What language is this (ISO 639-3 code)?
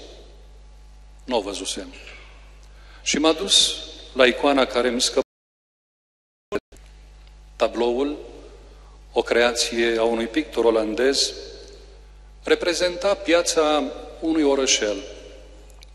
ron